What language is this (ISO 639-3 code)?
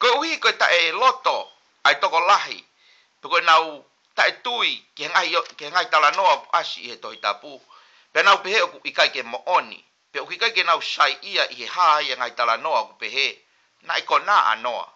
ton